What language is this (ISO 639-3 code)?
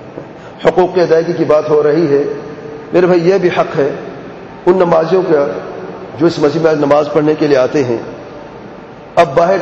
urd